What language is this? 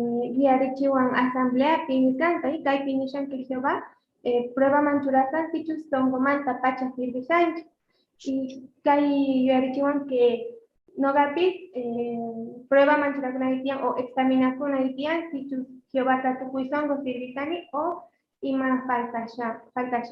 South Bolivian Quechua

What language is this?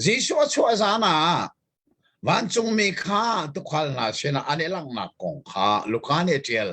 Hakha Chin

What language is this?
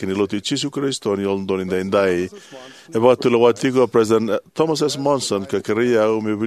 Fijian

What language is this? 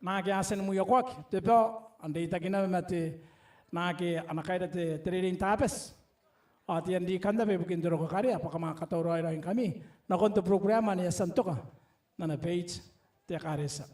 Gilbertese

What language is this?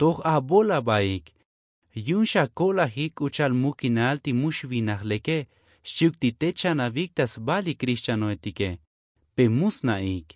Tzotzil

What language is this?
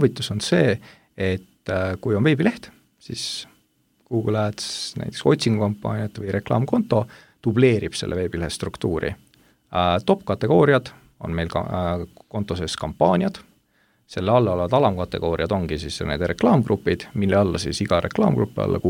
Estonian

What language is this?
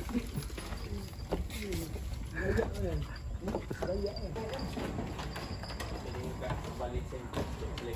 Malay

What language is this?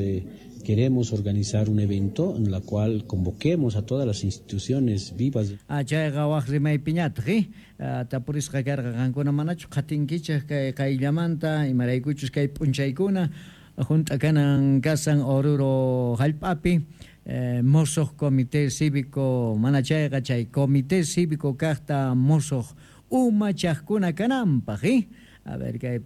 Quechua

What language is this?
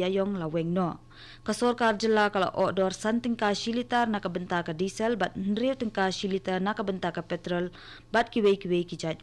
Khasi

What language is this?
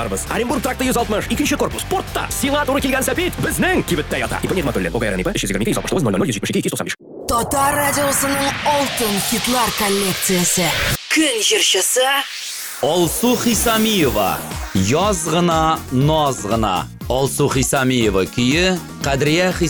Tatar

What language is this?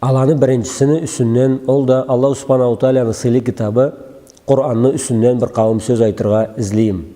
Karachay-Balkar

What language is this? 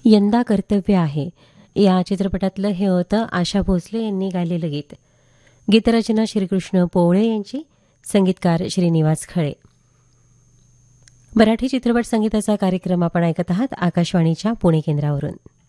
Marathi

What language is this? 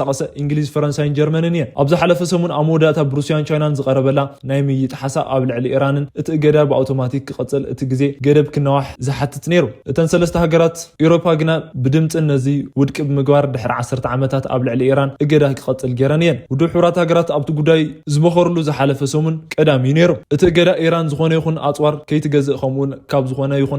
Tigrinya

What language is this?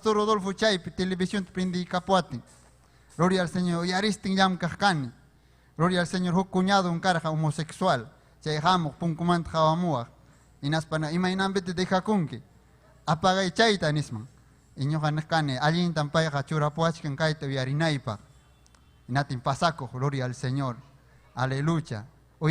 Ayacucho Quechua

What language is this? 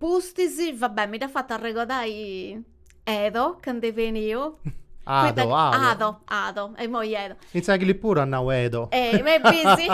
Sardinian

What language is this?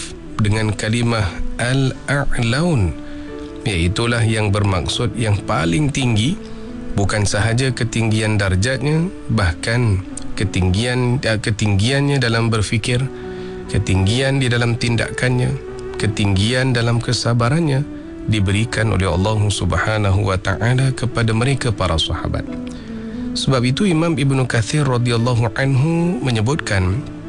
Malay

